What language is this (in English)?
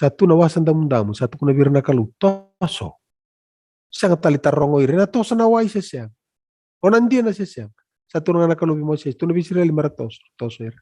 Fijian